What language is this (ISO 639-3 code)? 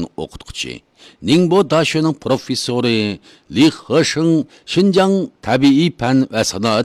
uig